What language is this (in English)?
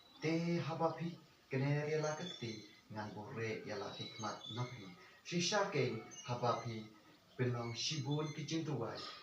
Khasi